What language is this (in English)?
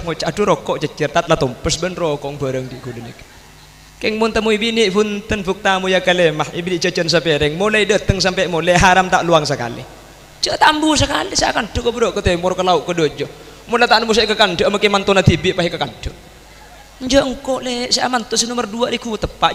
Madurese